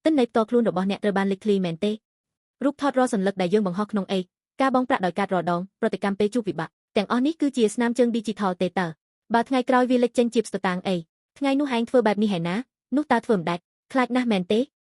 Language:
Khmer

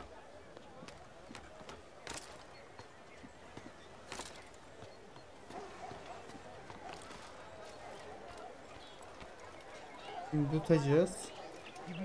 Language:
Turkish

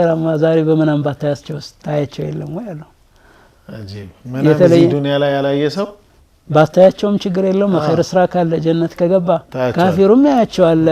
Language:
Amharic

